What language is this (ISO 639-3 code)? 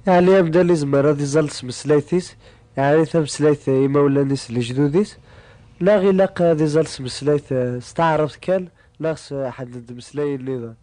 kab